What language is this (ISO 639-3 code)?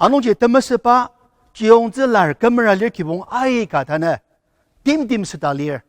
njo